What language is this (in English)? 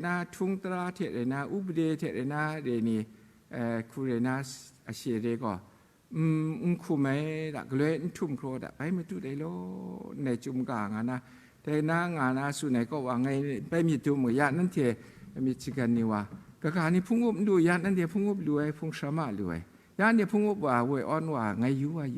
Kachin